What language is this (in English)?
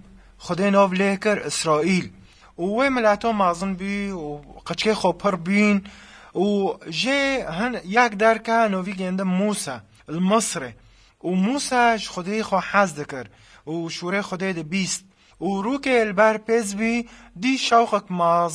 Kurdish